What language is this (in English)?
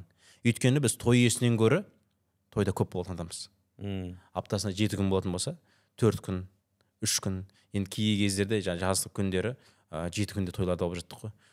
Kazakh